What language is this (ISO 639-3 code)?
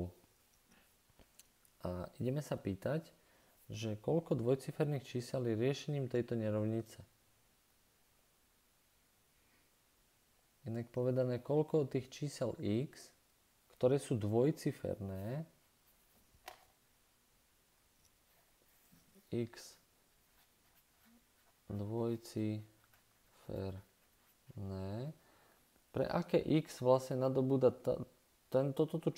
slk